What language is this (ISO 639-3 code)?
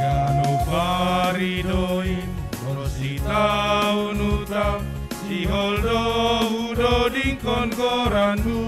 bts